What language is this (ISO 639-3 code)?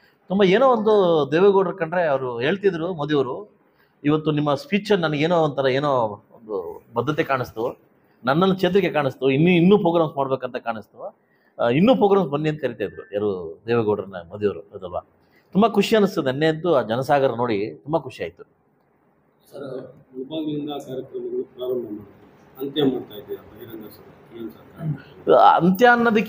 kan